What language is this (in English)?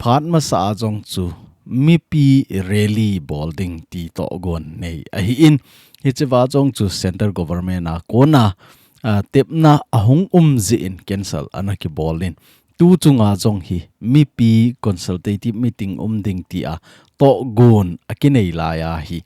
Thado Chin